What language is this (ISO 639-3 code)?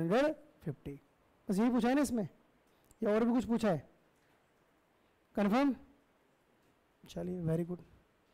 hin